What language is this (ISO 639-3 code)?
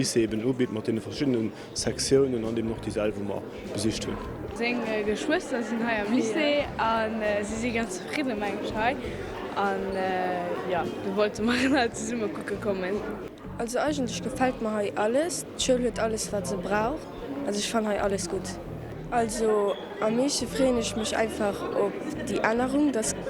ltz